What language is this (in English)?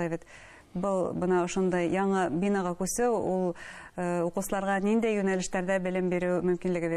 Bashkir